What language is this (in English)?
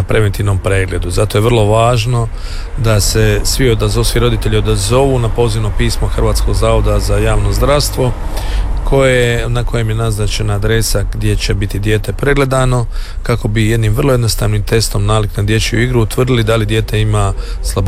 Croatian